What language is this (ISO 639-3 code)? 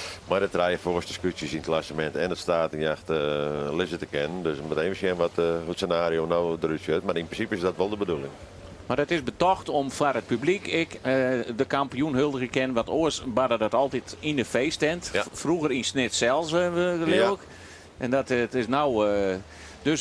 fry